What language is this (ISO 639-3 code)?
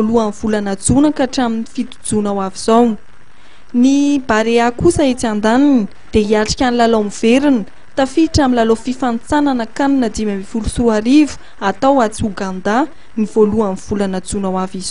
mlg